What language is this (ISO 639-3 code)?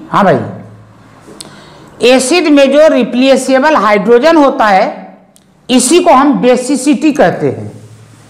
hin